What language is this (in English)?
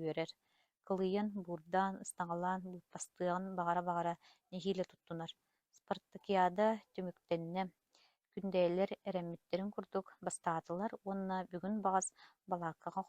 Yakut